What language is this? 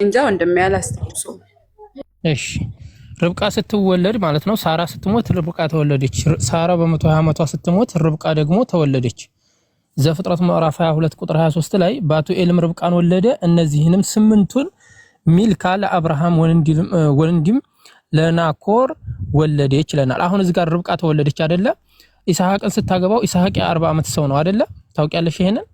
Amharic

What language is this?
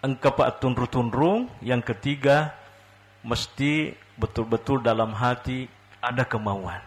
Buginese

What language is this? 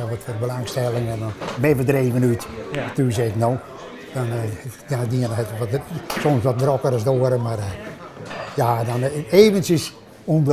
Western Frisian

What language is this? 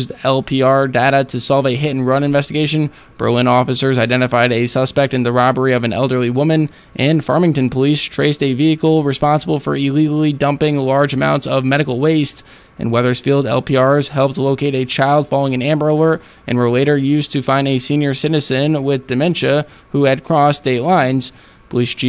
English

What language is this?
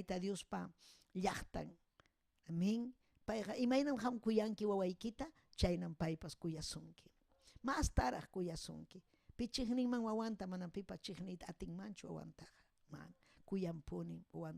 Ayacucho Quechua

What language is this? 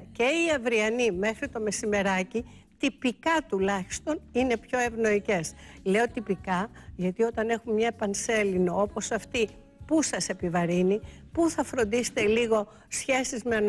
Greek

